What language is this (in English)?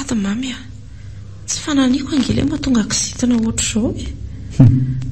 Malagasy